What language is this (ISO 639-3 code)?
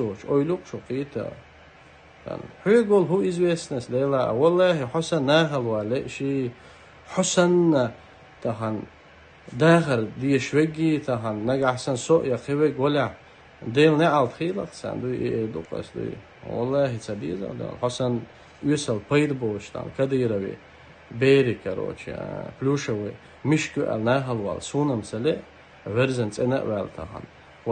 che